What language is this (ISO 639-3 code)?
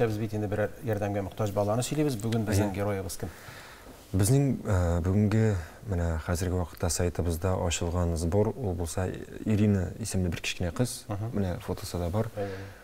tat